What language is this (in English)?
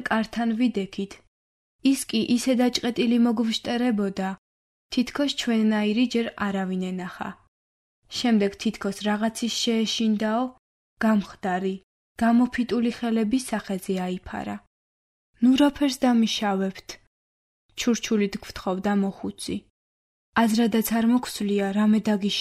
Georgian